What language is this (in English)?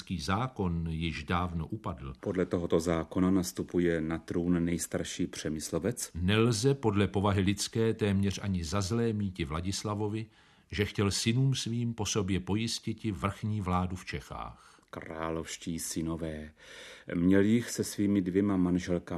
Czech